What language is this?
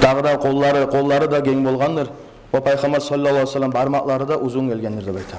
Kumyk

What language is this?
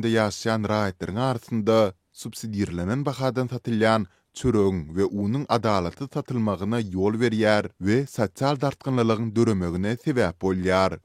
Turkmen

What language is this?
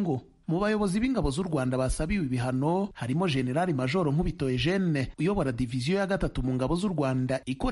Kinyarwanda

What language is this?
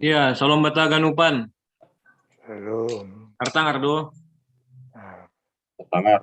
Batak Simalungun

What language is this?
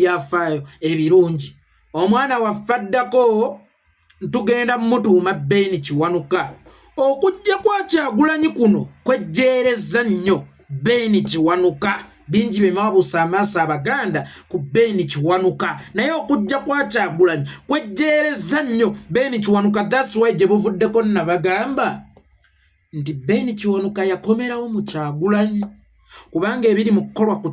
Ganda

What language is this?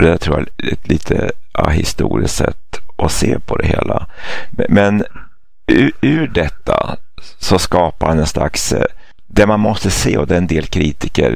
Swedish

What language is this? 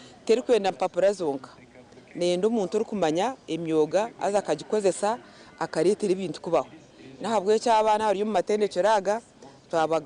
Nyankole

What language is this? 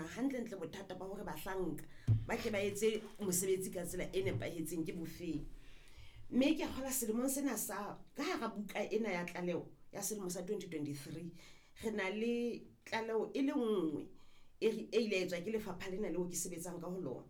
Southern Sotho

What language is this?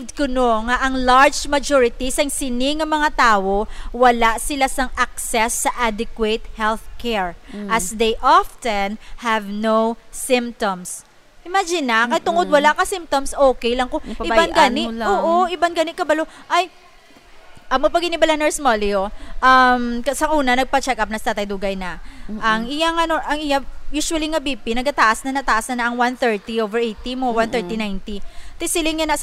Hiligaynon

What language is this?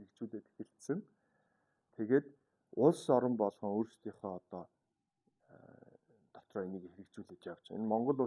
Mongolian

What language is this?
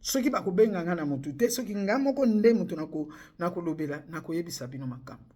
Lingala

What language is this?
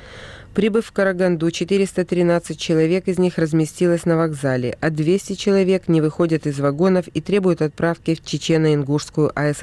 Russian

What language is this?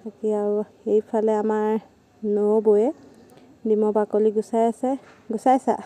Assamese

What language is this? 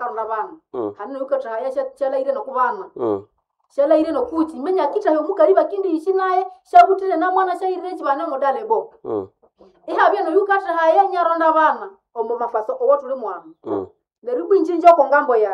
Nande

